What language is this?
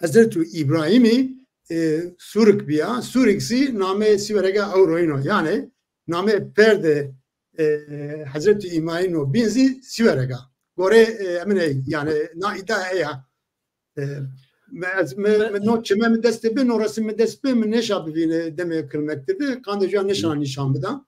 Zaza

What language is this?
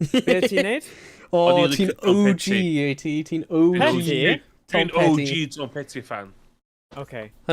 Welsh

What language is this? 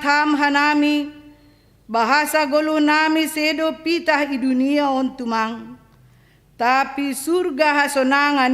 Batak Simalungun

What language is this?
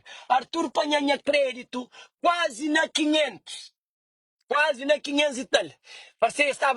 Kabuverdianu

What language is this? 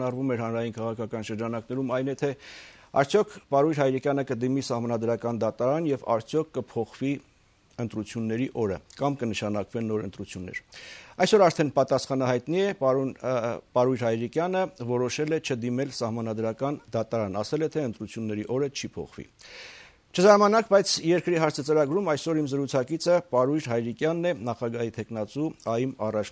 Armenian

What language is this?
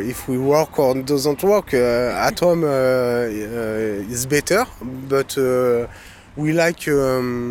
Swedish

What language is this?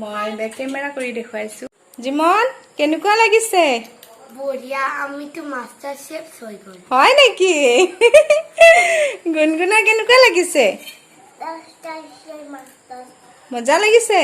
Assamese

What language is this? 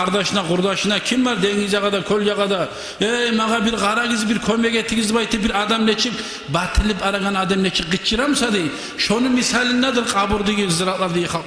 Kumyk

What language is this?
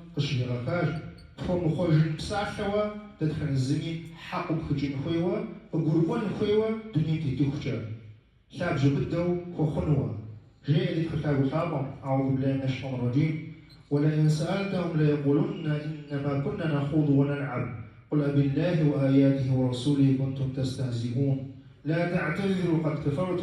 Kabardian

